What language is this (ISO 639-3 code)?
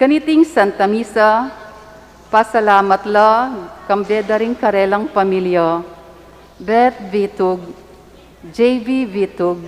pam